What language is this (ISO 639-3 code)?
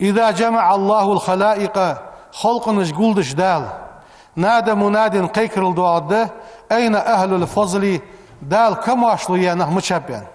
inh